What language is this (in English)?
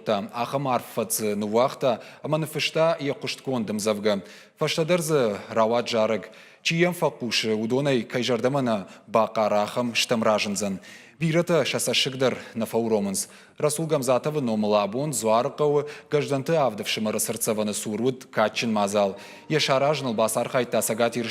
Ossetic